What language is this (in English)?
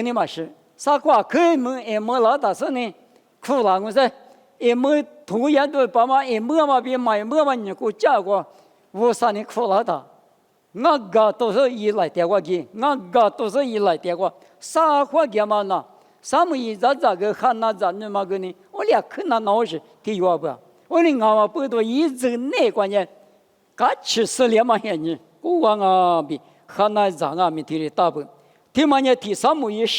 Lisu